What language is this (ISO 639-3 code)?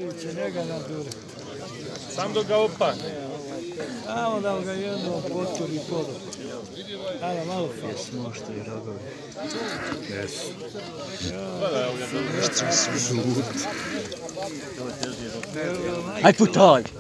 bos